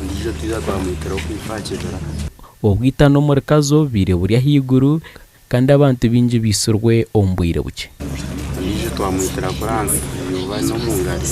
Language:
Nyankole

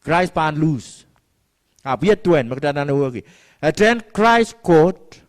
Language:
Pohnpeian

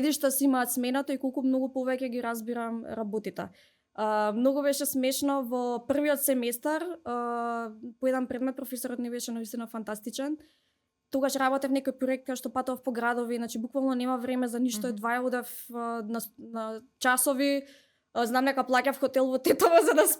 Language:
Macedonian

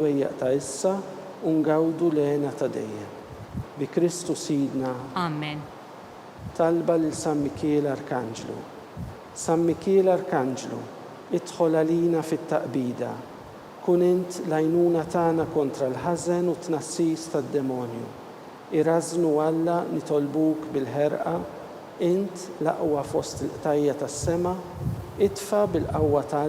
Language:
Maltese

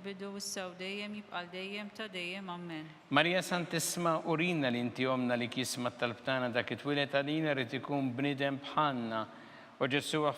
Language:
Maltese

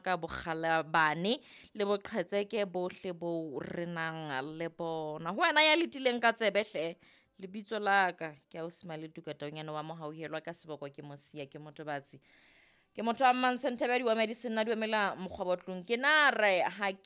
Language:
Southern Sotho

